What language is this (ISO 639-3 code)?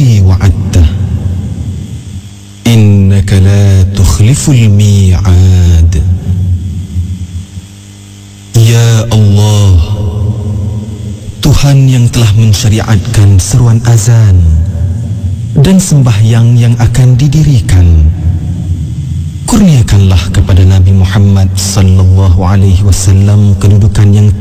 msa